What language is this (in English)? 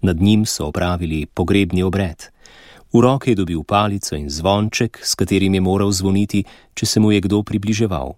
Slovenian